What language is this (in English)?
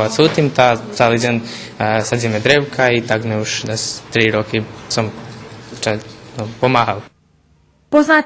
Rusyn